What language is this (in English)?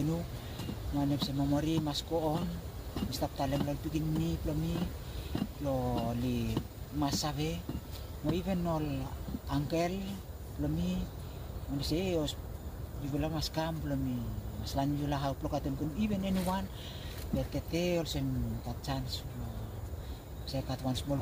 Bislama